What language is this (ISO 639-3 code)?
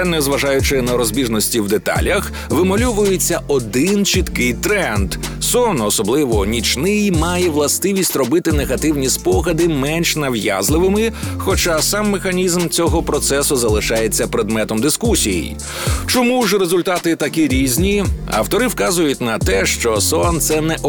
ukr